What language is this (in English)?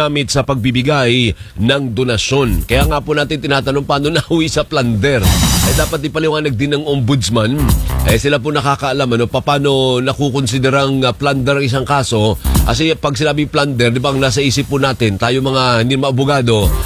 Filipino